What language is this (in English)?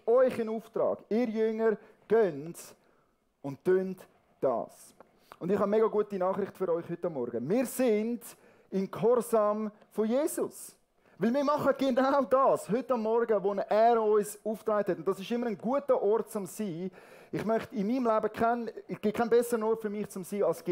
Swiss German